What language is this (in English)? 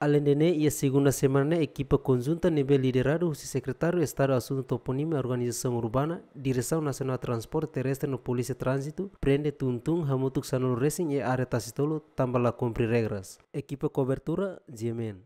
Tetum